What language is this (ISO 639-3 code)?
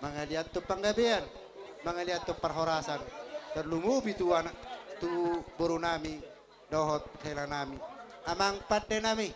bbc